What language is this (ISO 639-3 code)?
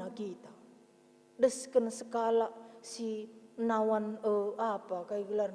btx